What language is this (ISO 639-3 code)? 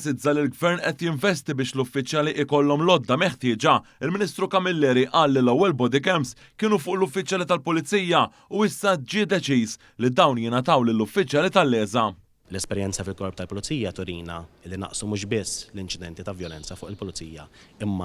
mlt